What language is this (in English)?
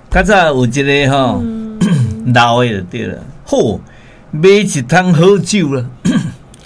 Min Nan Chinese